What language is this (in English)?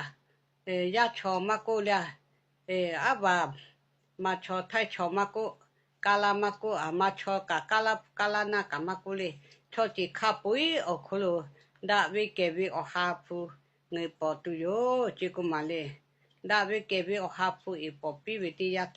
Lahu